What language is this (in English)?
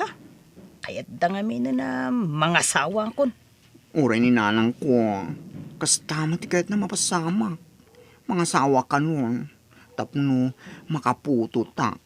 Iloko